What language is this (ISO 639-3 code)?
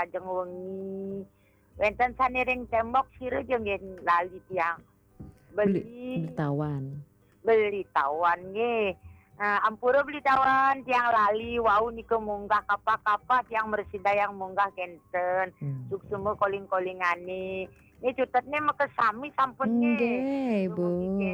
ban